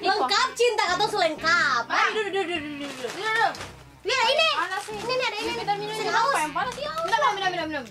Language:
Ambonese Malay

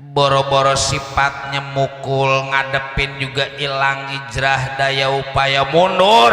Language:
Betawi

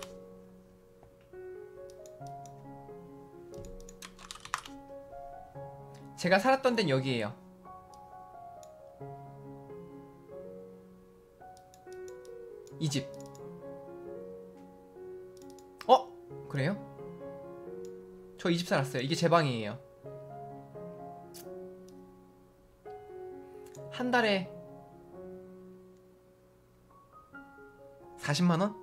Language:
Korean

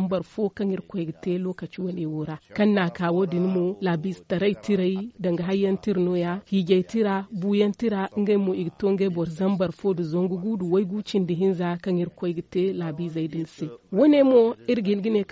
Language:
Zarma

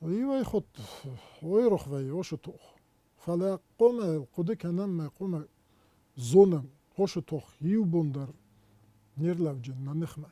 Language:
Ossetic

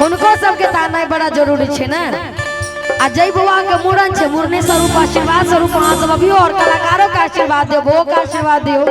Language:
Maithili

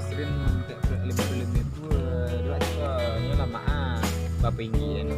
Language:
Minangkabau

